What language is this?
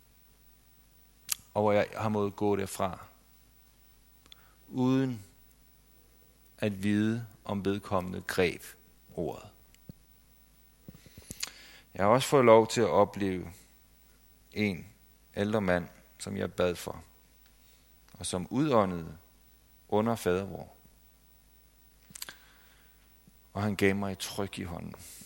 Danish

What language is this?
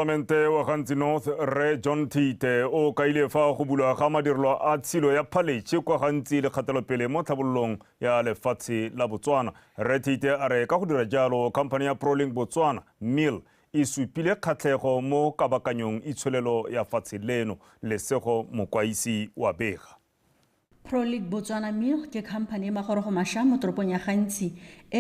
Tswana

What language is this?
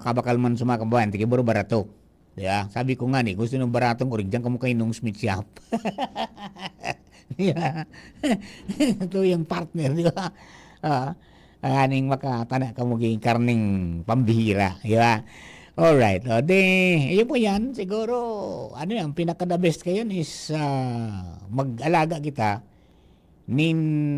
Bikol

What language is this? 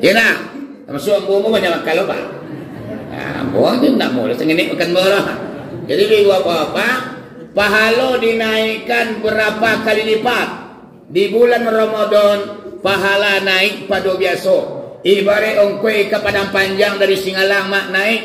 Minangkabau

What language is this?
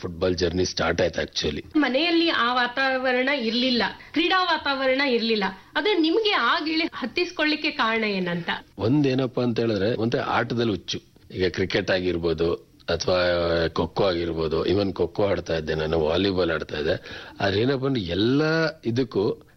Kannada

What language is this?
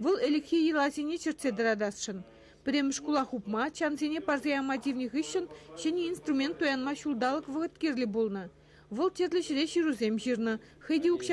Chuvash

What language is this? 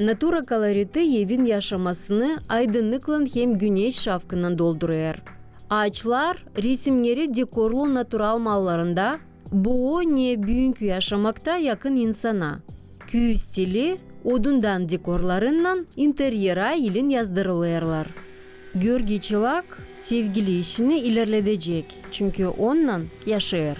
Gagauz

